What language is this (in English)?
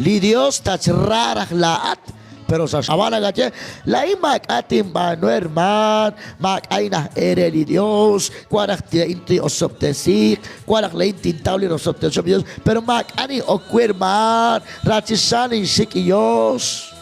Kekchí